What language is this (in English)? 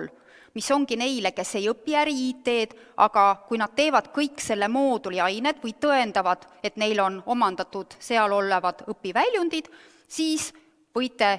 Estonian